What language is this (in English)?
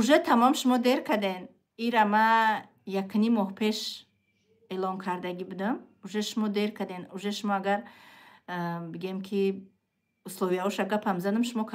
Tajik